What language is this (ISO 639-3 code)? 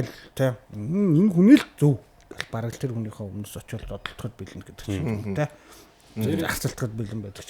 mon